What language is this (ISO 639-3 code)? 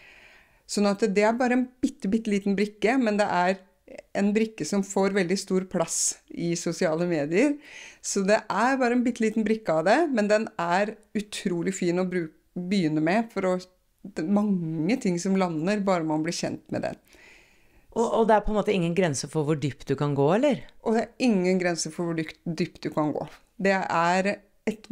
nor